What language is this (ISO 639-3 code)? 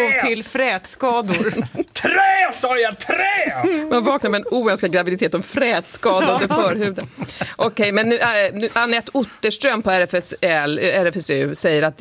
swe